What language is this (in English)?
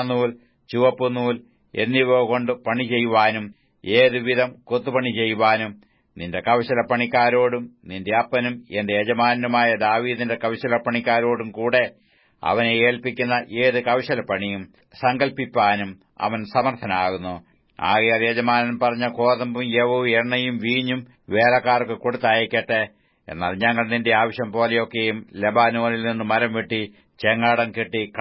Malayalam